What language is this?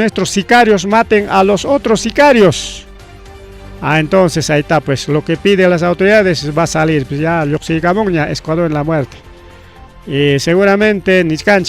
Ayacucho Quechua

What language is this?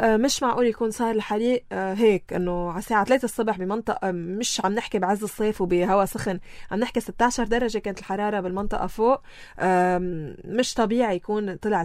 North Levantine Arabic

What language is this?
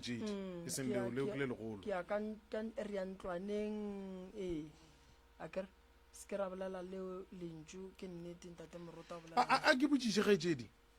Northern Sotho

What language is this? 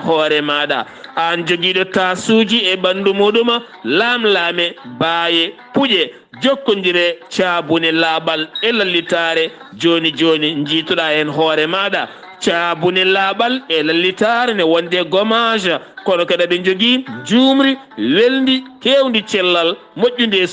Fula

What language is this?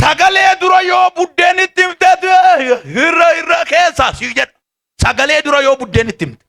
Oromo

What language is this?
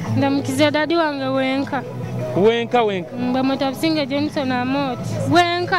Nyoro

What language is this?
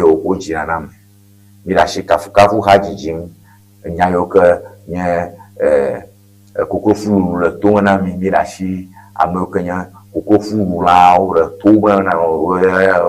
Ewe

